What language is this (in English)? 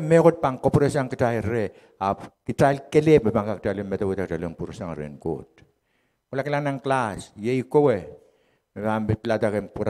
Pohnpeian